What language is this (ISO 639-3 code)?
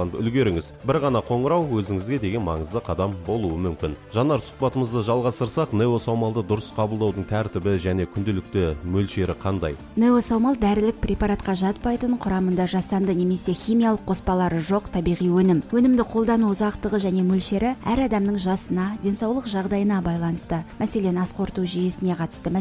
kaz